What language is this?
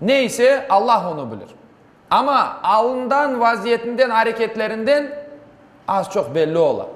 Crimean Tatar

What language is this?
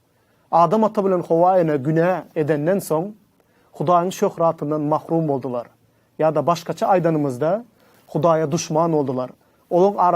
Turkmen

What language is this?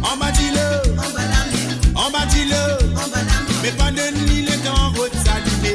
Morisyen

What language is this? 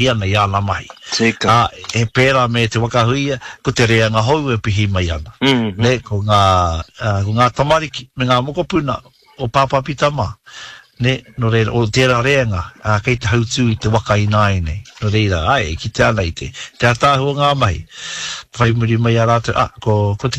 Māori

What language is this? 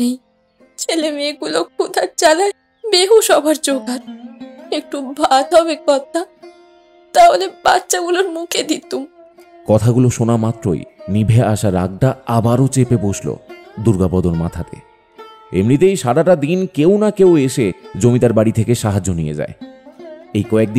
Bangla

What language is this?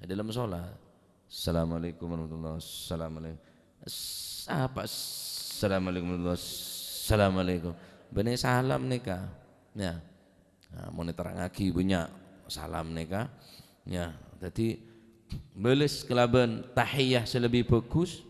Madurese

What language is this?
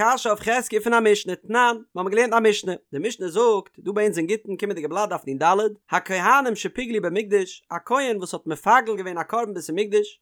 Yiddish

